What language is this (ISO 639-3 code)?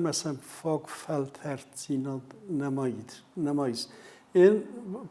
oss